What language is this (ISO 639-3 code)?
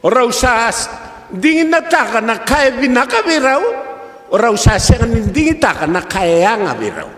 fij